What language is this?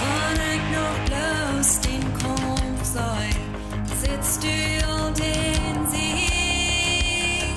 Plautdietsch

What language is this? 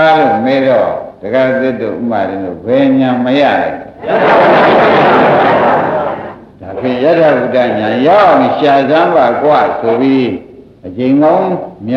Burmese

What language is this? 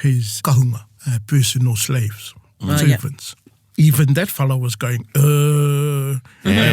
Māori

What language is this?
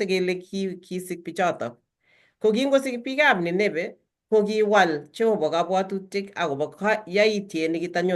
Kalenjin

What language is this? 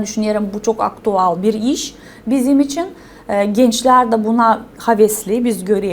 Gagauz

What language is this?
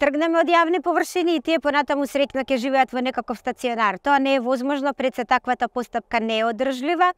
Macedonian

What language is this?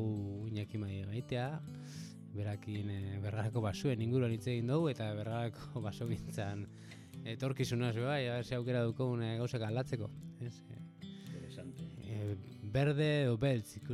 Basque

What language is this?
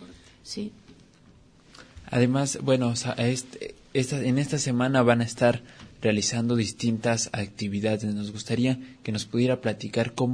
Spanish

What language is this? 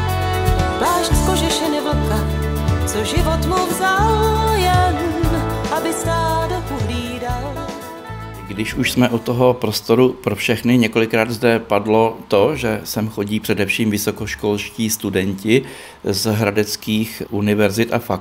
Czech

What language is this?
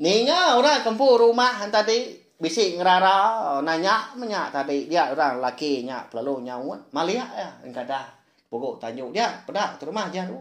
Iban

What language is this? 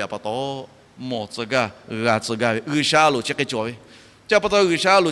Lahu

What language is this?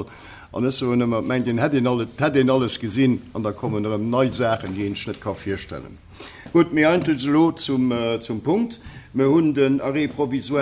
Luxembourgish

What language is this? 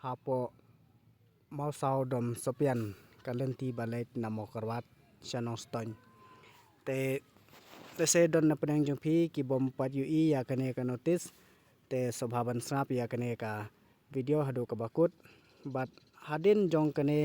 Khasi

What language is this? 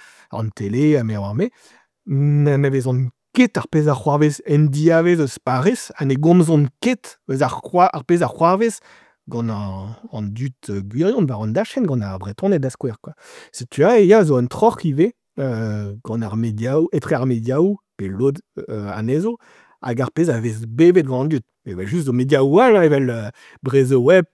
Breton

